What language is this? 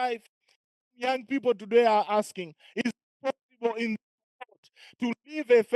English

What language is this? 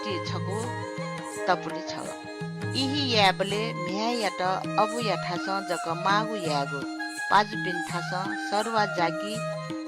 Newari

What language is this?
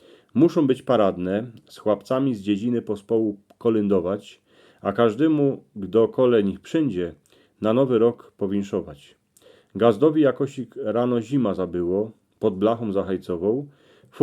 Silesian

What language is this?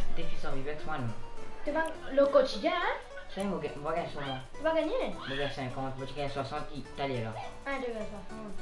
Morisyen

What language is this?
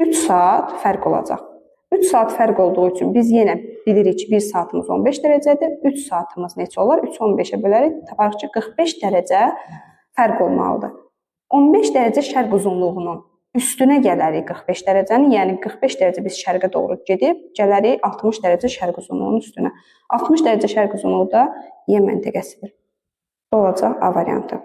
Azerbaijani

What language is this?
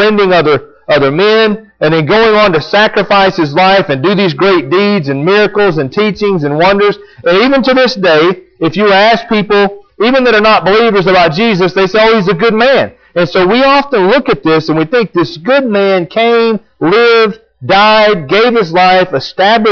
English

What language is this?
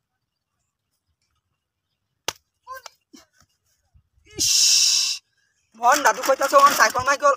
Bangla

